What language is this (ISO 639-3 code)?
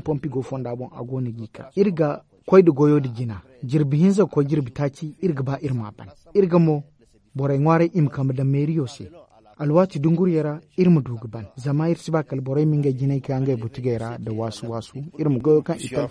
dje